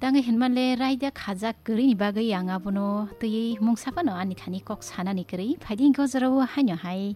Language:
Kok Borok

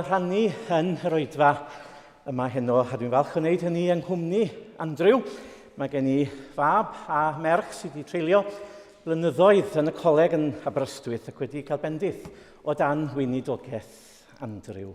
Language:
Welsh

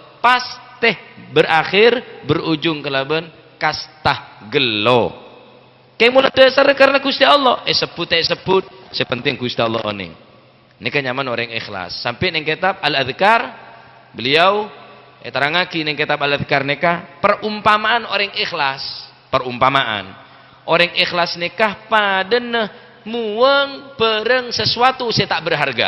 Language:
Madurese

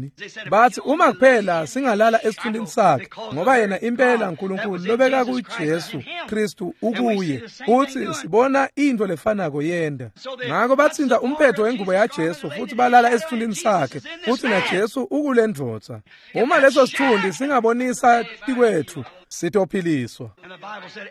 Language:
Swati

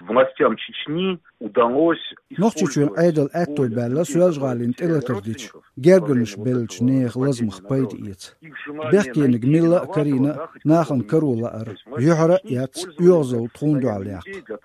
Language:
Chechen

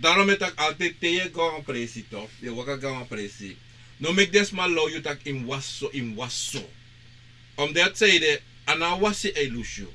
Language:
Sranan Tongo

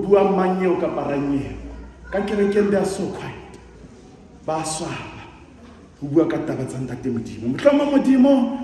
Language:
Southern Sotho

